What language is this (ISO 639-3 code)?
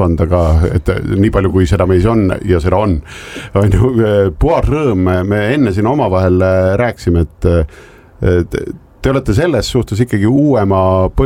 est